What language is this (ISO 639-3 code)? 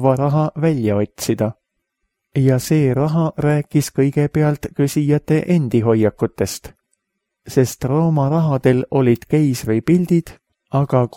est